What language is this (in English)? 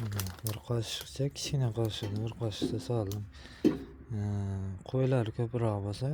Uzbek